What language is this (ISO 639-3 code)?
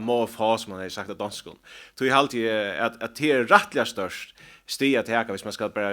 fao